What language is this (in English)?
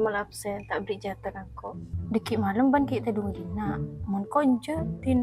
Madurese